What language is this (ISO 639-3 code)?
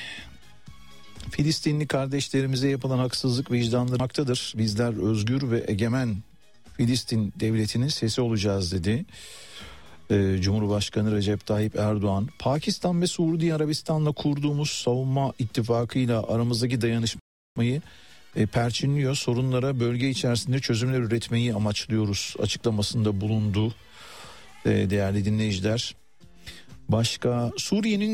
tur